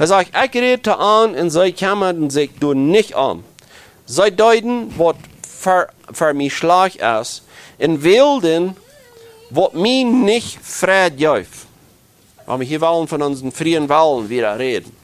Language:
Plautdietsch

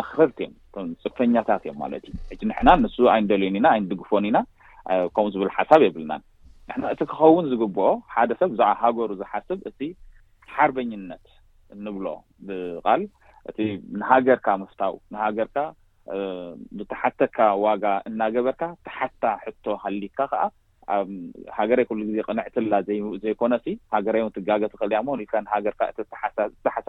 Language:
Tigrinya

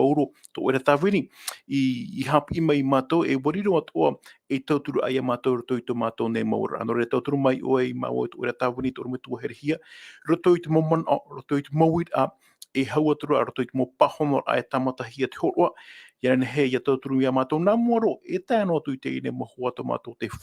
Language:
Tahitian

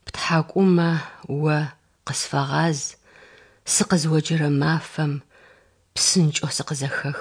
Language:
Adyghe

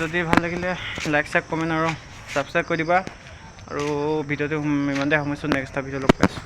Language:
Assamese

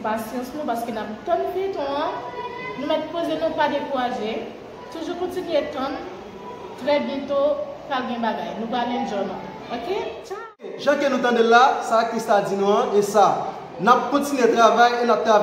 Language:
Haitian Creole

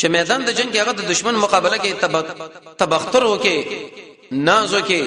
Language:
Pashto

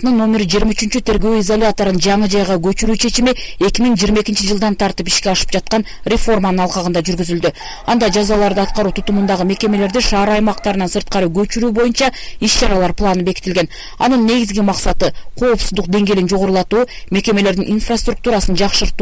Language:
Kyrgyz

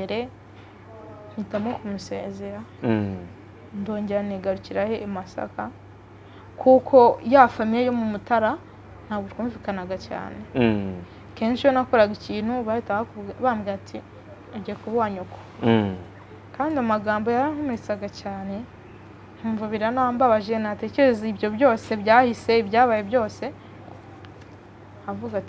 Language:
Kinyarwanda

